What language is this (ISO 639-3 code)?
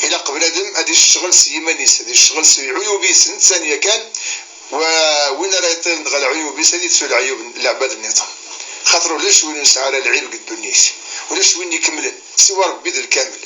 kab